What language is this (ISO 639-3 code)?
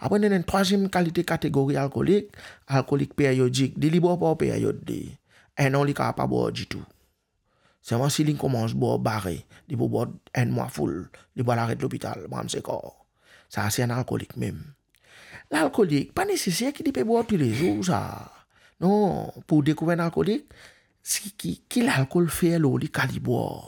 mfe